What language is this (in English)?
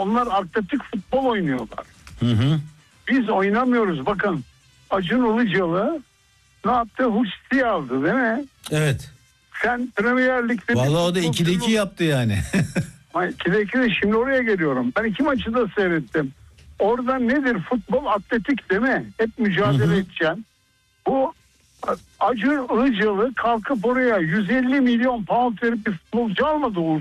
Turkish